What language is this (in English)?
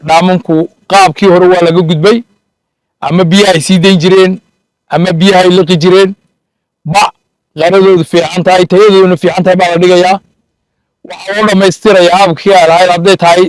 Somali